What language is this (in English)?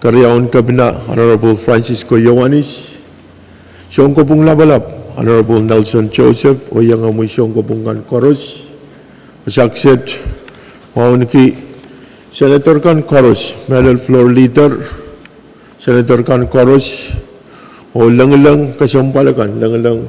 Pohnpeian